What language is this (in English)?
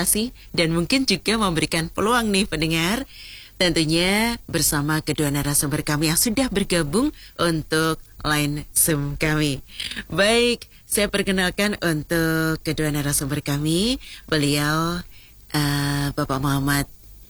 Indonesian